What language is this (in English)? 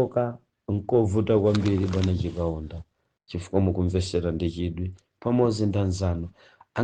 Nyanja